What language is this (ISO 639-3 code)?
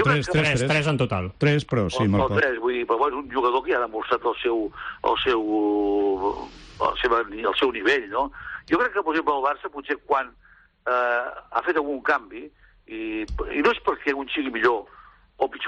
cat